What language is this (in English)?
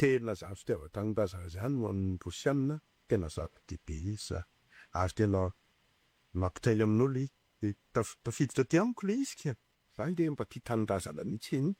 Malagasy